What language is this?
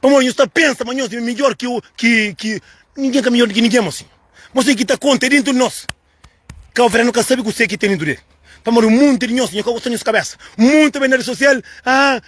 Kabuverdianu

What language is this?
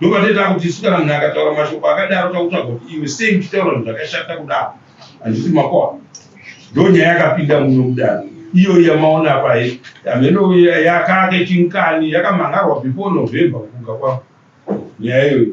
Shona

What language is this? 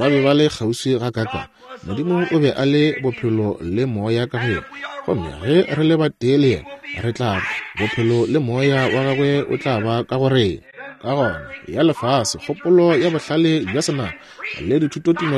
Northern Sotho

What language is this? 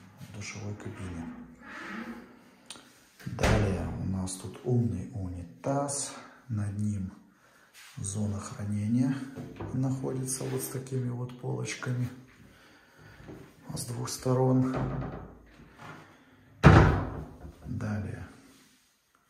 Russian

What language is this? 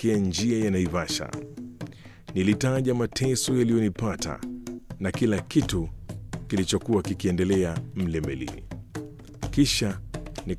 Swahili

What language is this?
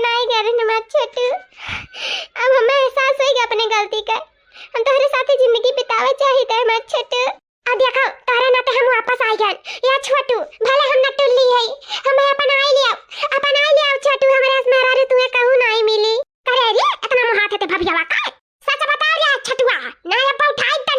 Awadhi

